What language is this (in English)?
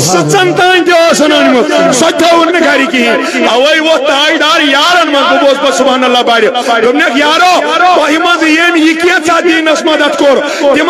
Kashmiri